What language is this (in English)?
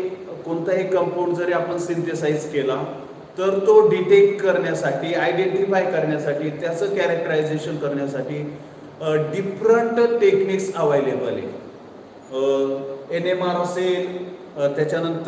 Marathi